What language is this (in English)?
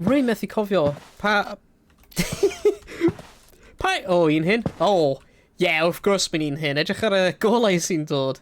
Welsh